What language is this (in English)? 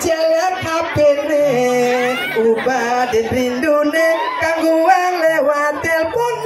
Balinese